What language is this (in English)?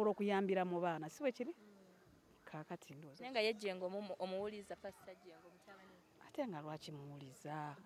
Ganda